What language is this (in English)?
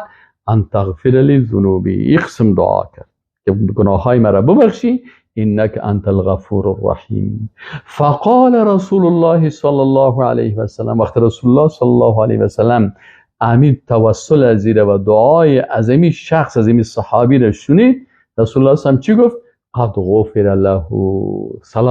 Persian